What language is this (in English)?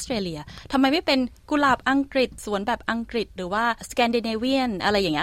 Thai